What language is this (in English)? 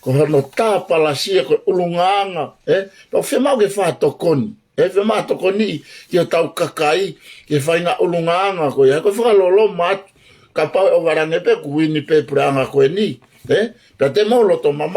Tongan